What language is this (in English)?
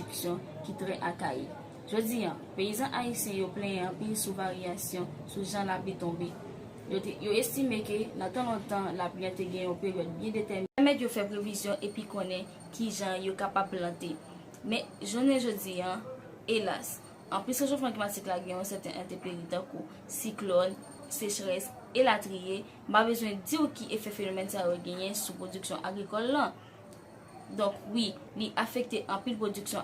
Haitian Creole